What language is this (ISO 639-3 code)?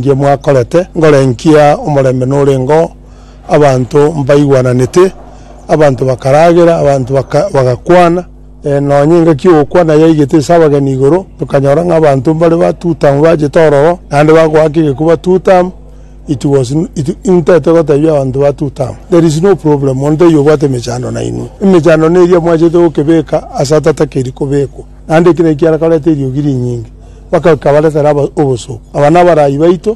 guz